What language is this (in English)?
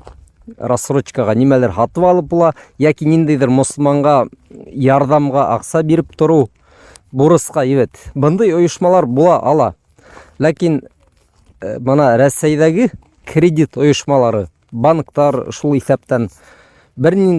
Bashkir